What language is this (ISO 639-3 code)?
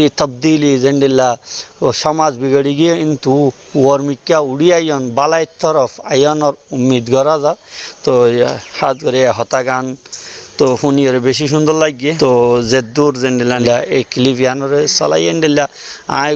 rhg